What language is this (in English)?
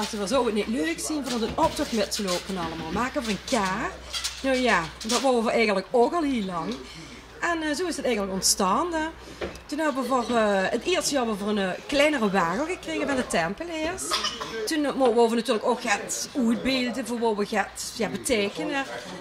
Limburgish